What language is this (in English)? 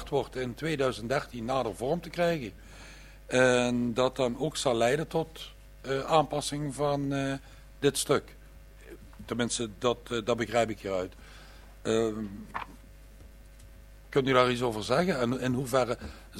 Dutch